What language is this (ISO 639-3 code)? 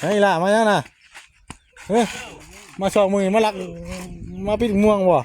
tts